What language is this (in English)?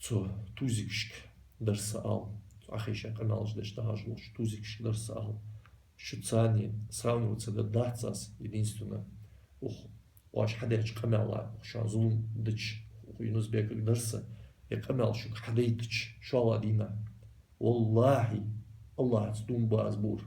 Ingush